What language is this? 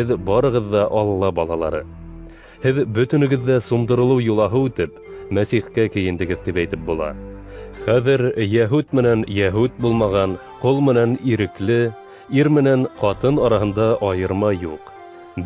Bashkir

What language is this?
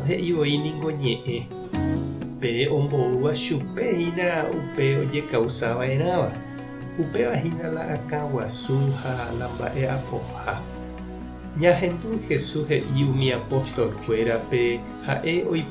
Guarani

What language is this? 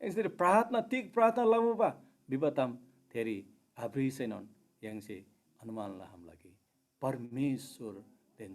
Eastern Tamang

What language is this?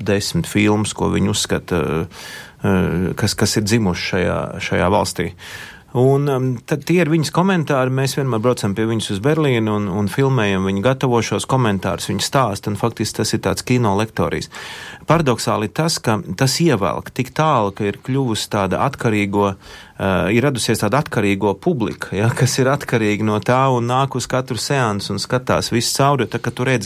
Latvian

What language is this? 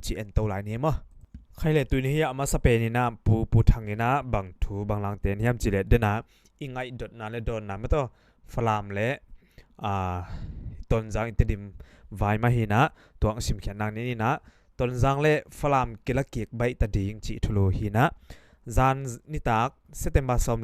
Tedim Chin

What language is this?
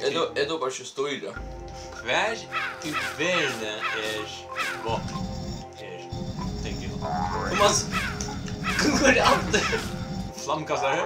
Faroese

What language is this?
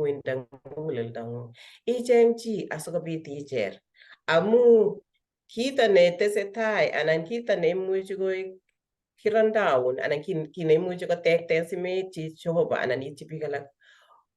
Kalenjin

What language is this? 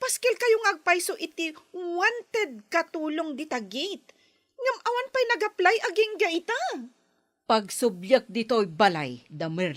Iloko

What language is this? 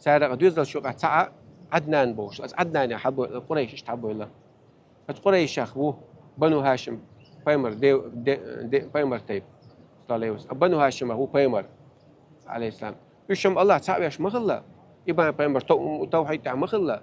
Chechen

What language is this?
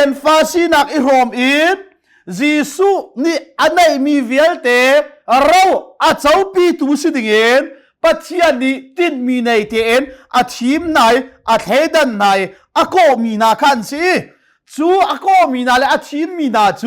Hakha Chin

